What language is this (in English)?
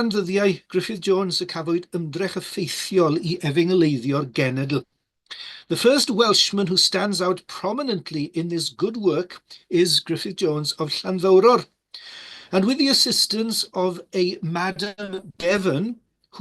Welsh